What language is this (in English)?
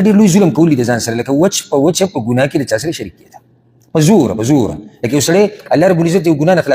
Pashto